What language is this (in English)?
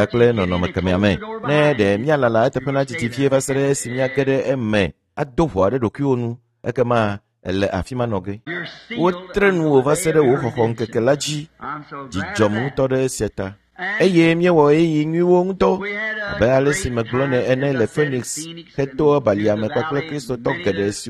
Ewe